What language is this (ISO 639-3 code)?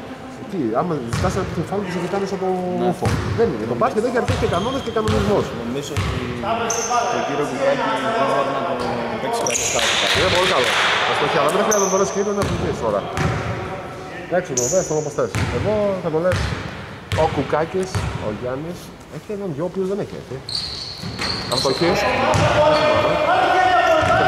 ell